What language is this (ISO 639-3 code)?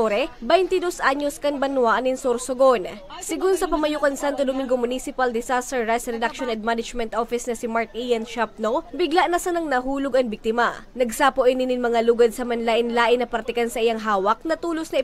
bik